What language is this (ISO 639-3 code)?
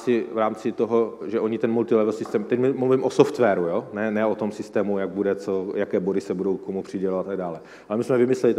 ces